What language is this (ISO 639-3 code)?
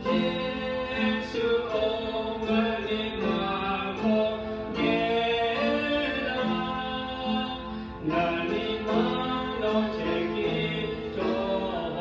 lhu